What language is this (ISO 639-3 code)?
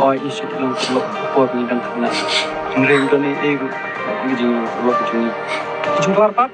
kha